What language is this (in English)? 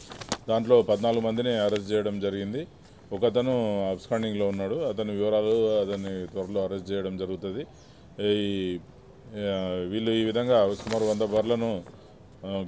Telugu